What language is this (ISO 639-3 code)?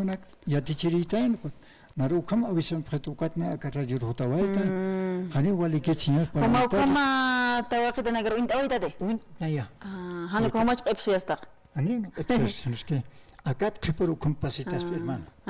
aym